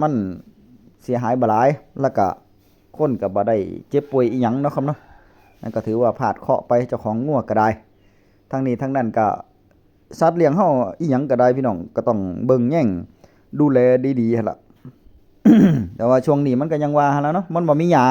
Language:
Northeastern Thai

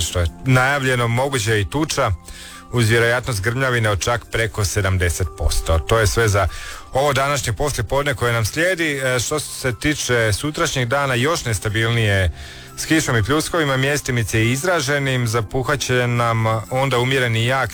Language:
Croatian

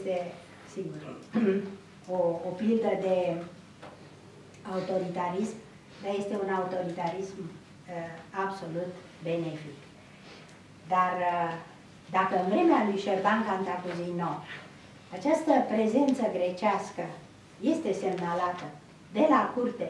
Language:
Romanian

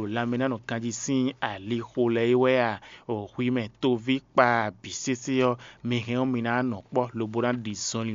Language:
Fon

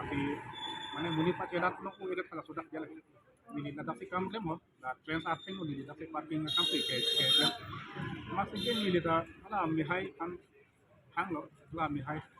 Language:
Karbi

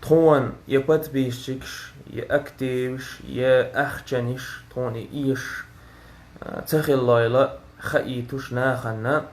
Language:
Chechen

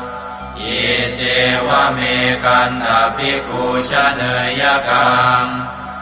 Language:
Pali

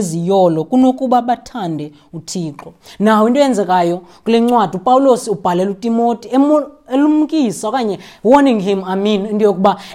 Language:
Xhosa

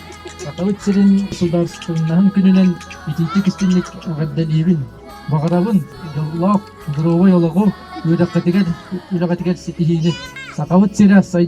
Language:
Yakut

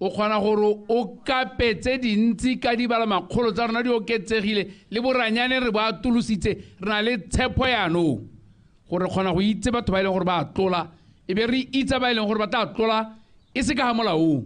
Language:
Tswana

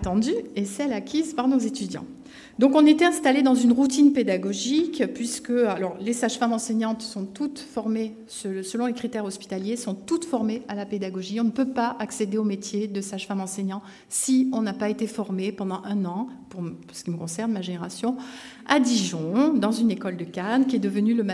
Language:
French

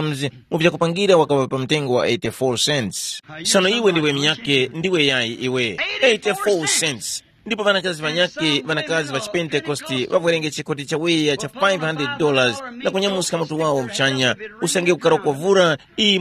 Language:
Tumbuka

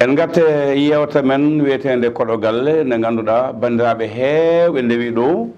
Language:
Fula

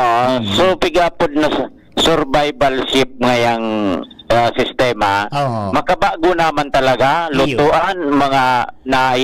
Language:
Bikol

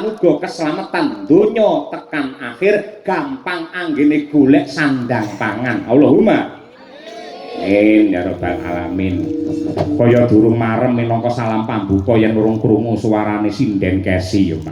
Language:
Javanese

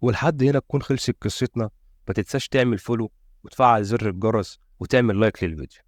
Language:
Egyptian Arabic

